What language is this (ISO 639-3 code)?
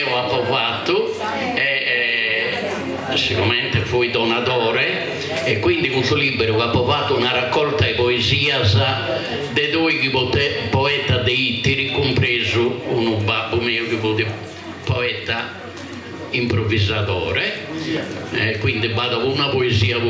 srd